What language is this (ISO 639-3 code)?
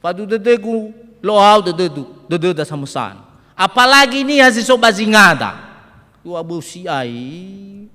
nia